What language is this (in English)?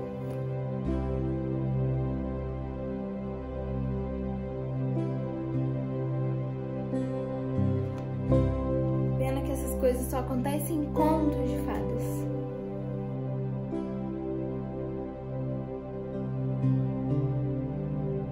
Portuguese